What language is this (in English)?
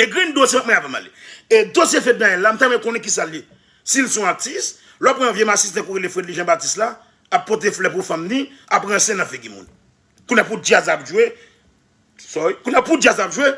Haitian Creole